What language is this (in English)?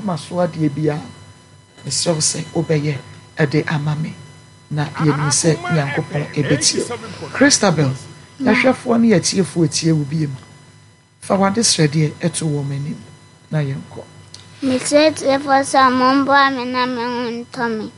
Akan